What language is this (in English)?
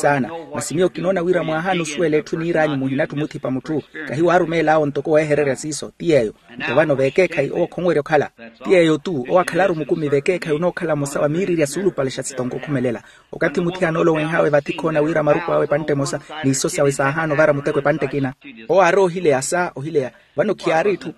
Makhuwa